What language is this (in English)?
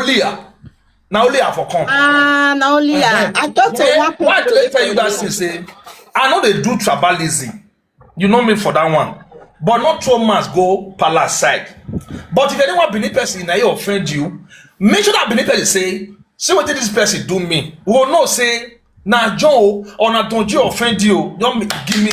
Nigerian Pidgin